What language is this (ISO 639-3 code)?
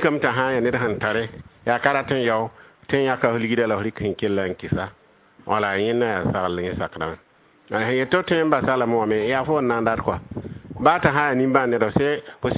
mos